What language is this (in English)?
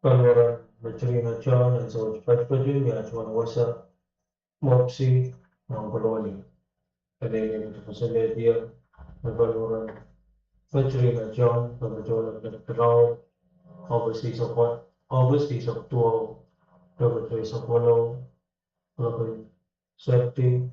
Pohnpeian